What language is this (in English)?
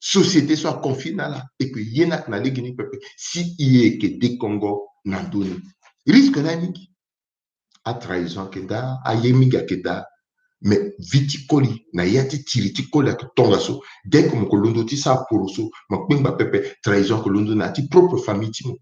Sango